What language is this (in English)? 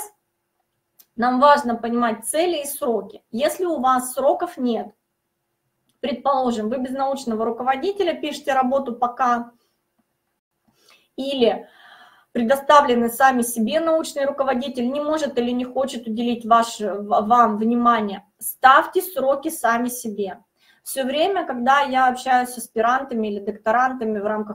Russian